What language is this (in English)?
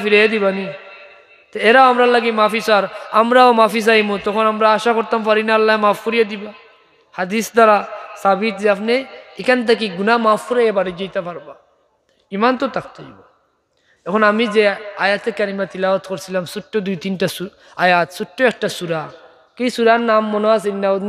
Sylheti